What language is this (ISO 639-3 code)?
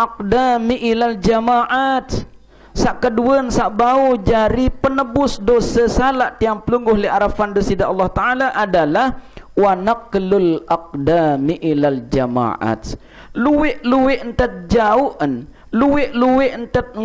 sas